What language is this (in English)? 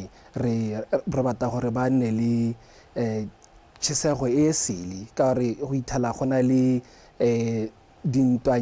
Tswana